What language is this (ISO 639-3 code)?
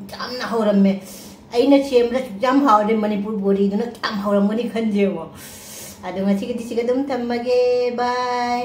mni